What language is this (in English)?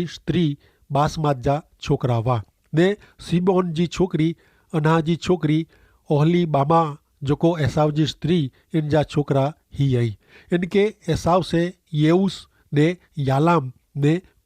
Kachhi